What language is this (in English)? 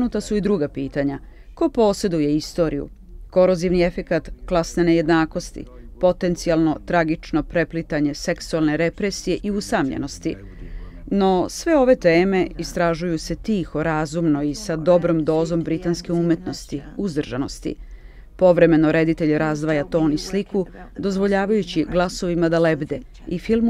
Serbian